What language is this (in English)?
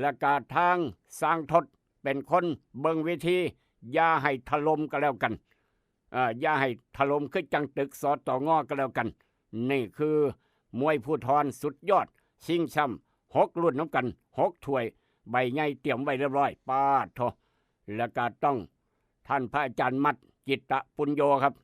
Northeastern Thai